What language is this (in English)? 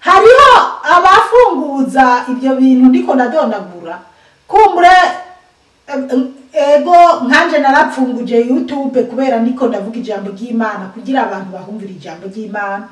Rundi